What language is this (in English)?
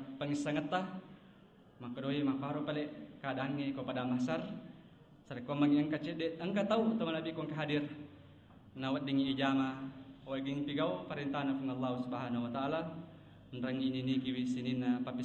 Buginese